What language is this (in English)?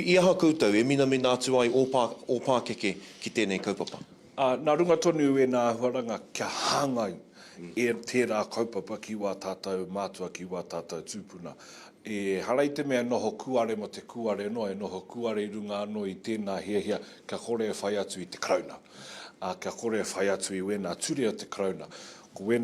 Māori